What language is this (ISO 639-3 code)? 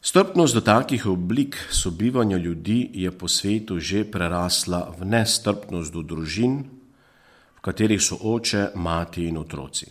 slv